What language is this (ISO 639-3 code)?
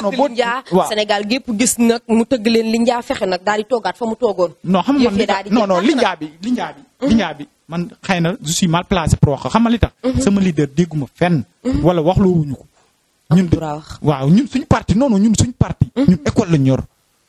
wol